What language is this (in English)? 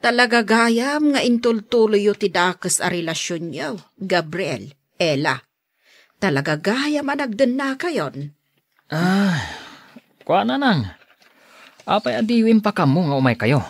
Iloko